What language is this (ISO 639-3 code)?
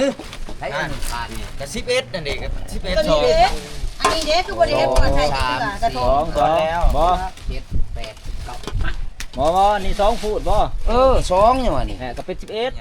tts